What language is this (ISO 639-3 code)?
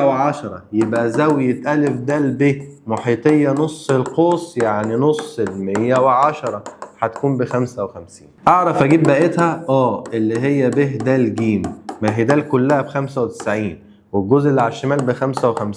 arz